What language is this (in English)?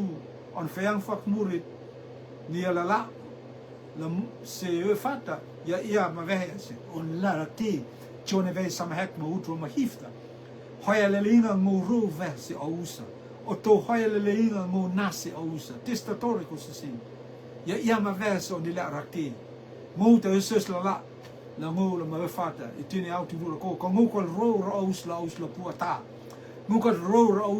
Rotuman